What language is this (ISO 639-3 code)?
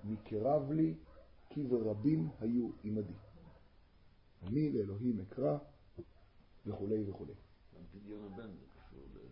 heb